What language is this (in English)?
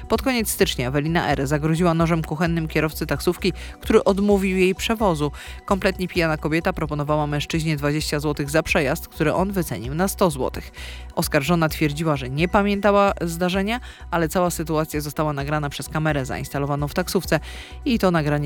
Polish